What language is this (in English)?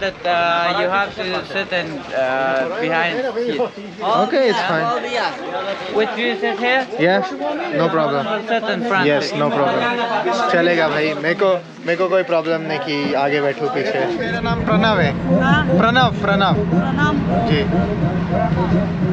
Hindi